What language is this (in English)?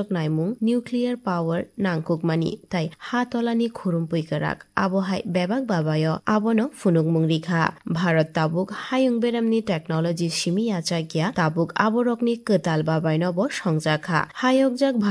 Kok Borok